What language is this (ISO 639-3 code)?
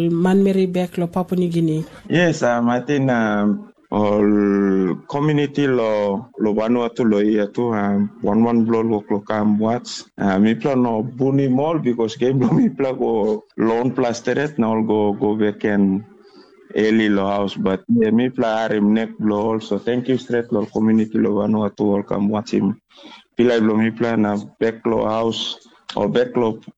tpi